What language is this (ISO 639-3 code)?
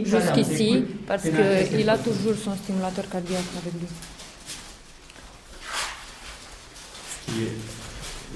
fra